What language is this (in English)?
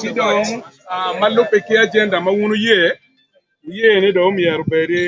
Acoli